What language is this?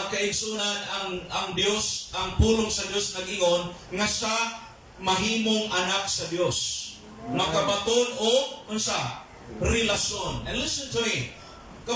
Cebuano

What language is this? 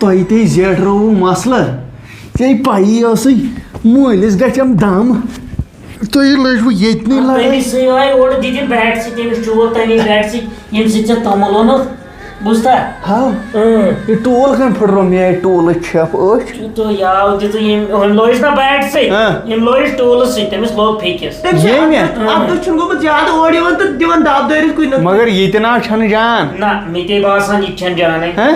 Kashmiri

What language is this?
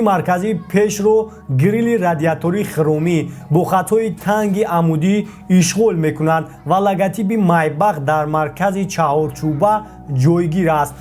Tajik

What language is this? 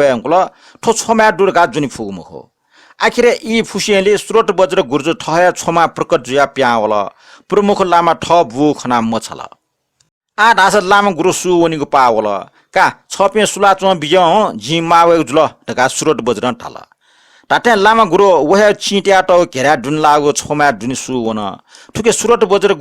Newari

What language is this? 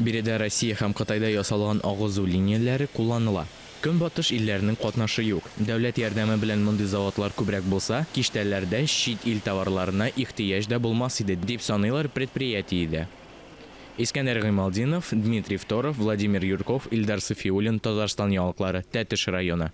Tatar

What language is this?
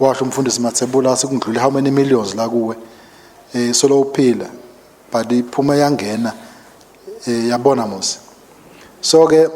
Swati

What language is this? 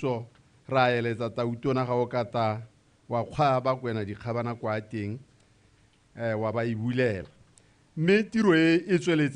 Tswana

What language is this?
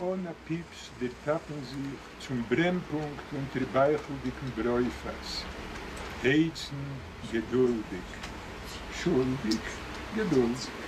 Yiddish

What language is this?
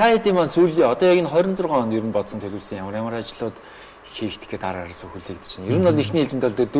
Mongolian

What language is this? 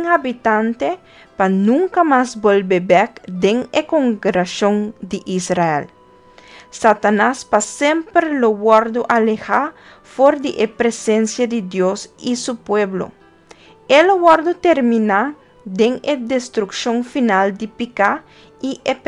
Papiamento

